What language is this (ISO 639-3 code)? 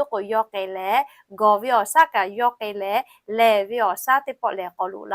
lhu